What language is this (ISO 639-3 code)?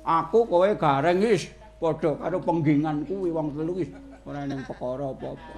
jav